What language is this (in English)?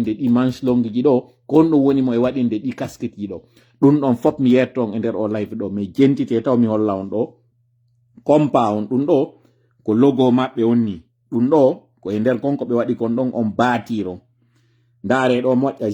Pular